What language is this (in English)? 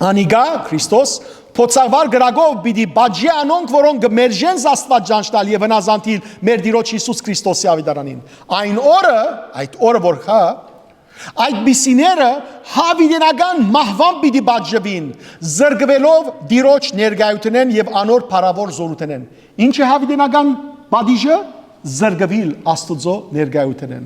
Western Armenian